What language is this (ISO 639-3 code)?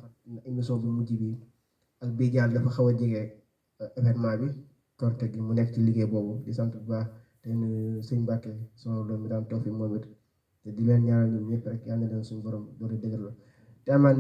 wol